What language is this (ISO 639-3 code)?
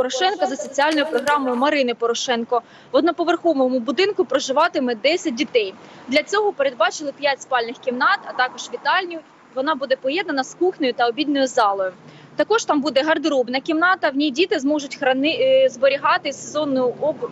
ukr